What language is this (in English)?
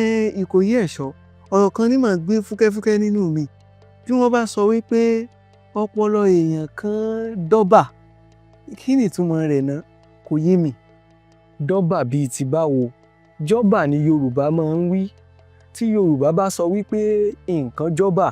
Yoruba